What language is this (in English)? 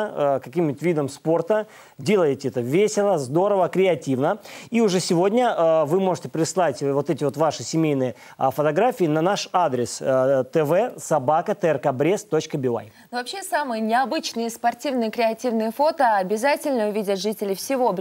Russian